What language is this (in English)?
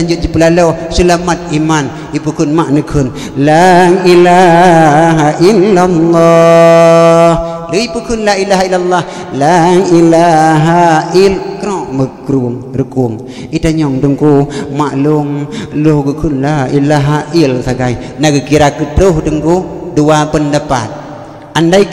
Achinese